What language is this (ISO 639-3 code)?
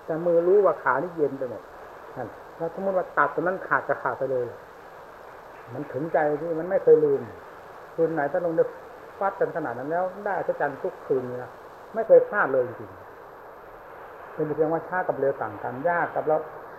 tha